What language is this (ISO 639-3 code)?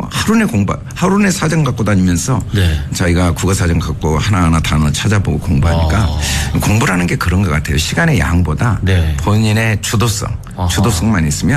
kor